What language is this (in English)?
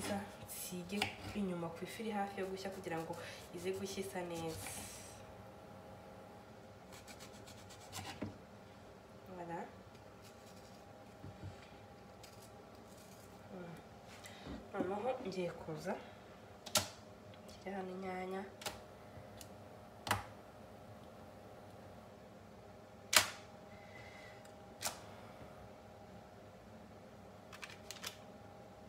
Kinyarwanda